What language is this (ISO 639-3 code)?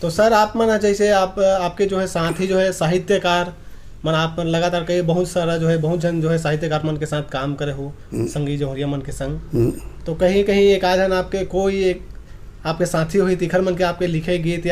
hne